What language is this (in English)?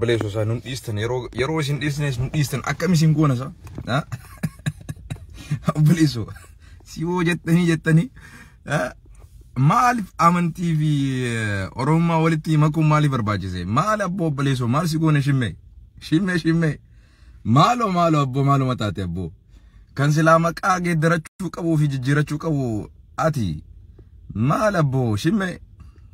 Oromo